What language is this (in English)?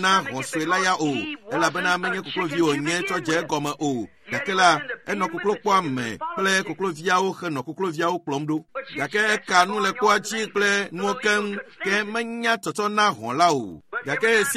Ewe